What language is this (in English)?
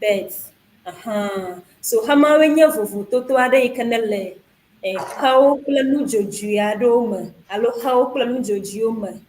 Ewe